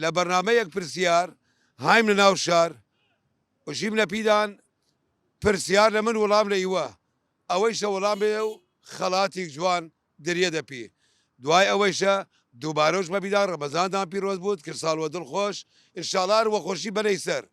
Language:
Southern Kurdish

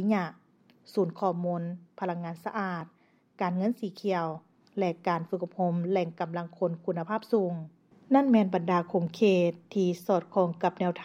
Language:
Lao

